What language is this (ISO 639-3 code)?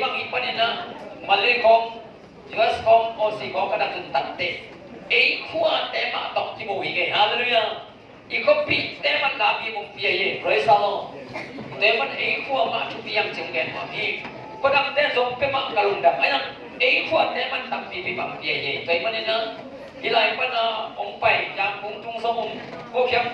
ctd